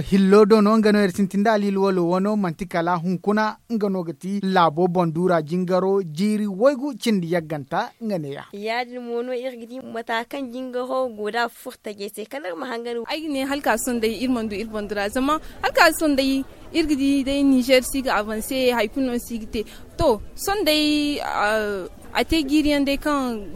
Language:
Zarma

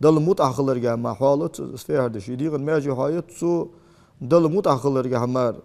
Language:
Ingush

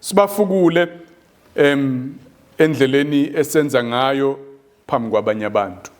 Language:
Zulu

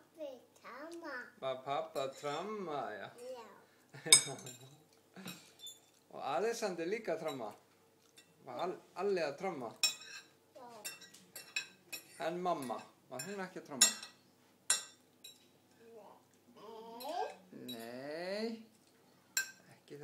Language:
Icelandic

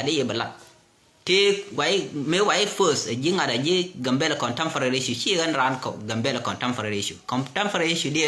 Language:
Nuer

